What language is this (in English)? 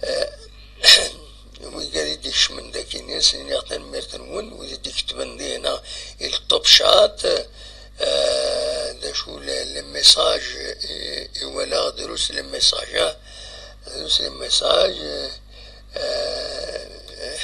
Kabyle